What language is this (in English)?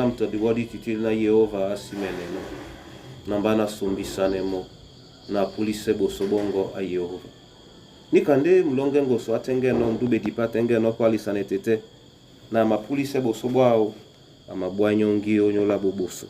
Duala